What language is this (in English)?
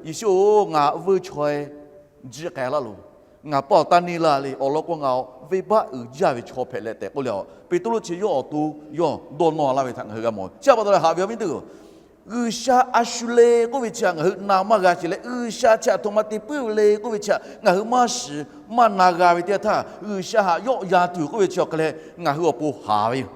Lahu